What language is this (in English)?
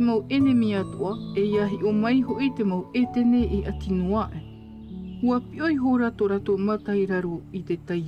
Tahitian